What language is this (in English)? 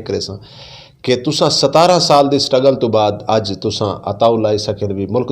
Saraiki